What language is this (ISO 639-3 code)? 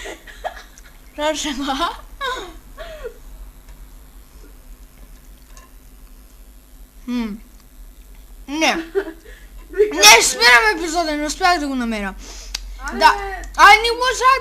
bul